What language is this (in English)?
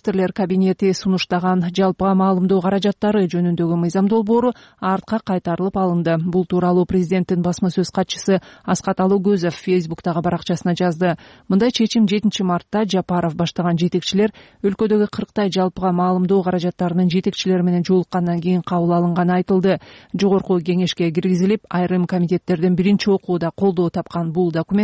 Kyrgyz